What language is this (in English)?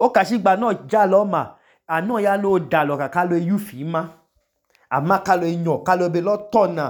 Idoma